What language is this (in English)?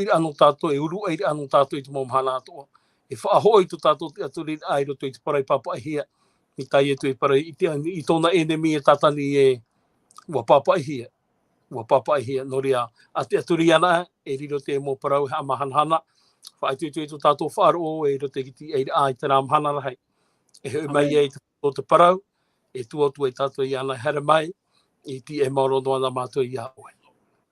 Tahitian